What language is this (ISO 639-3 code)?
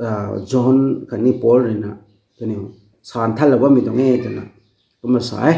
nbu